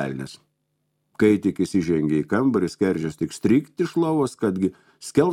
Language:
Lithuanian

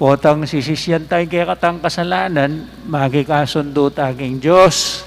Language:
Pampanga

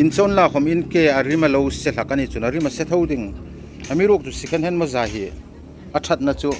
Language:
Hmar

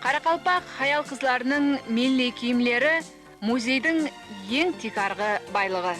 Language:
Kara-Kalpak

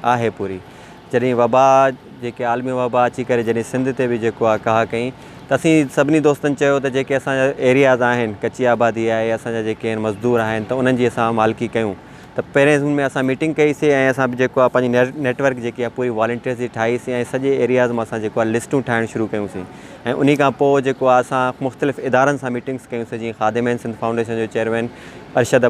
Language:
Sindhi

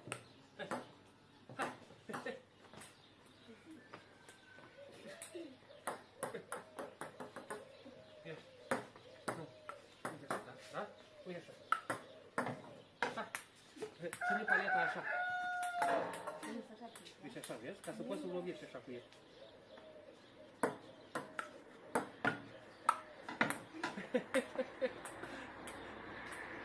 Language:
Romanian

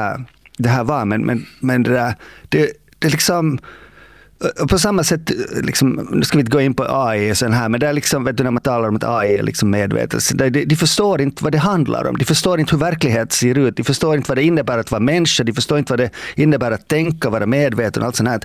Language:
Swedish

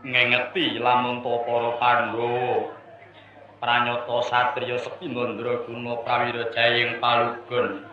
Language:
Javanese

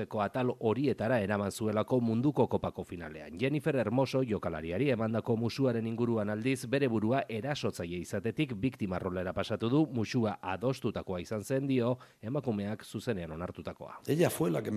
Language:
Basque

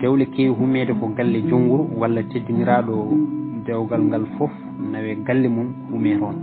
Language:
Fula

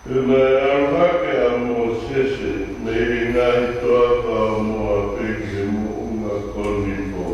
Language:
Tongan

